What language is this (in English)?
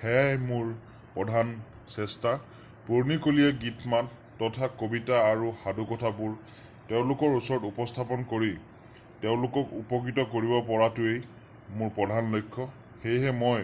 Assamese